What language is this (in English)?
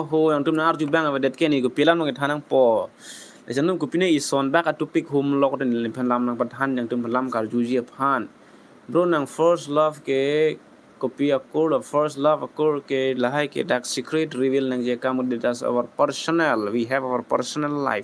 Karbi